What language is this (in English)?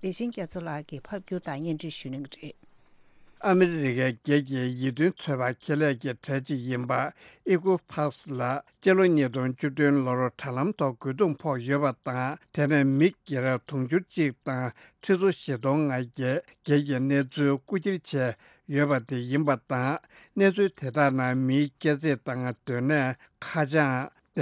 Tibetan